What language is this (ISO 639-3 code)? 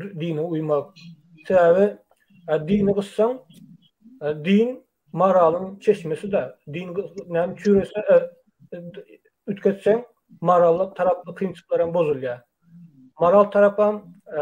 tuk